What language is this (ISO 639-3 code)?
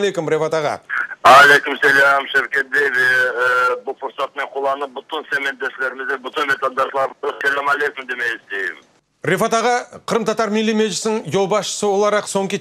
crh